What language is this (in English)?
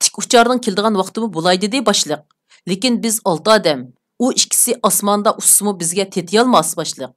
Uyghur